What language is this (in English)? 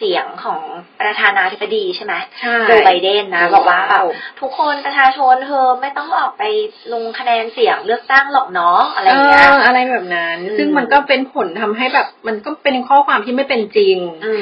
Thai